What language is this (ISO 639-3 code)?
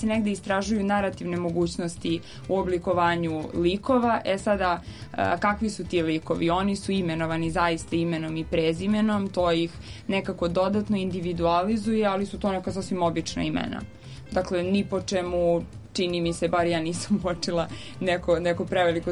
srp